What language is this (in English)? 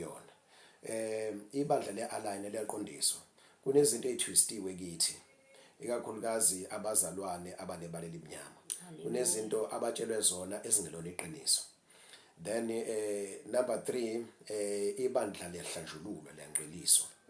Zulu